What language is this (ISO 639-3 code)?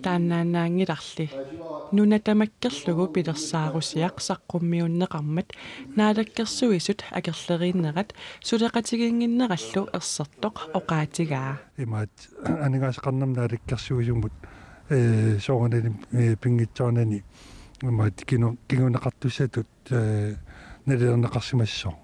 kal